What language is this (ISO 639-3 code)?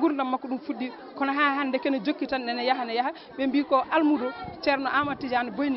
ful